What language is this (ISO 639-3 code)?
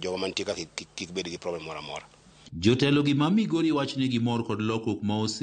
luo